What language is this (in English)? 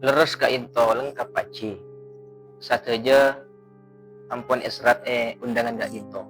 Madurese